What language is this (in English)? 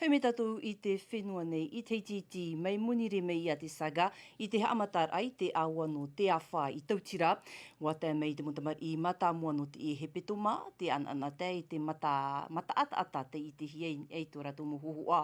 Tahitian